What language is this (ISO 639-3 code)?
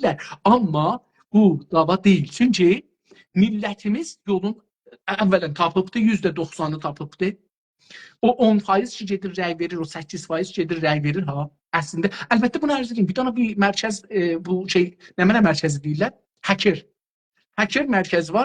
azb